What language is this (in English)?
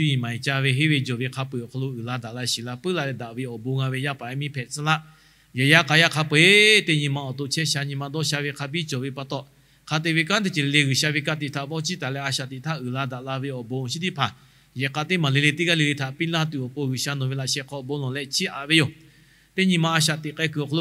Lahu